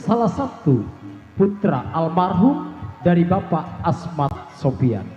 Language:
Betawi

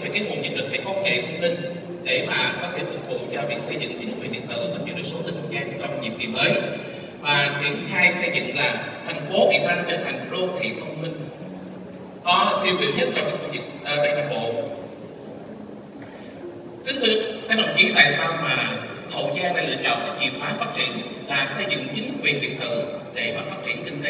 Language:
Vietnamese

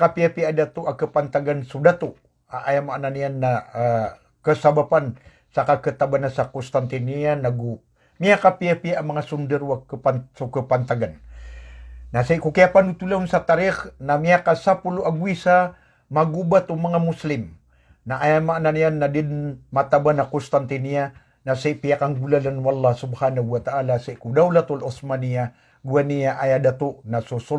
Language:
Maranao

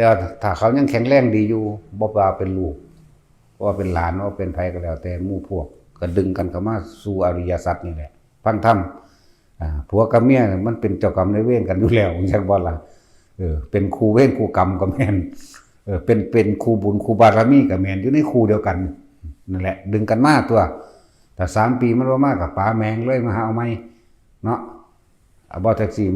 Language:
Northeastern Thai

